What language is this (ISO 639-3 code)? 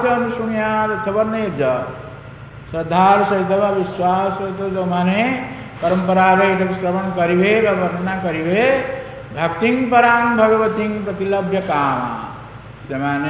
ori